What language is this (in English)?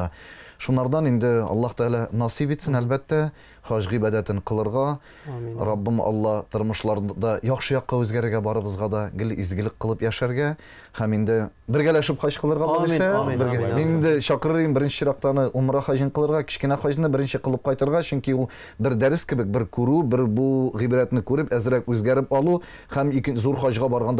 Tatar